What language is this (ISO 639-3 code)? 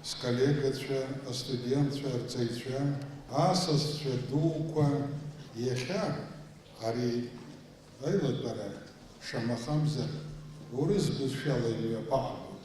abk